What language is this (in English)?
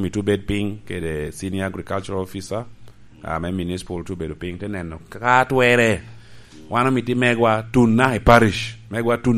Lango (Uganda)